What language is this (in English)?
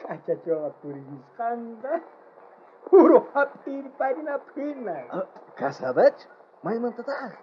South Bolivian Quechua